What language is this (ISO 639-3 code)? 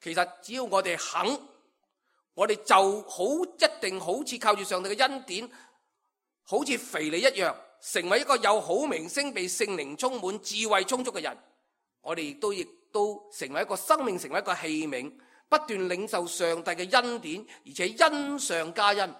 yue